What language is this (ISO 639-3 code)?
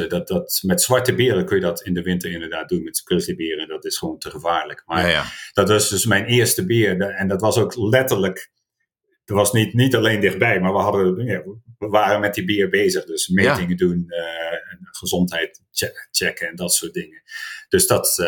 nld